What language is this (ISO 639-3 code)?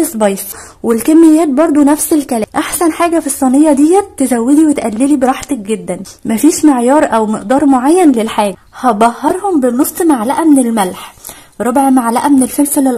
arz